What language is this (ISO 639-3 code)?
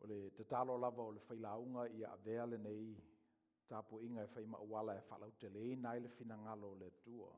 smo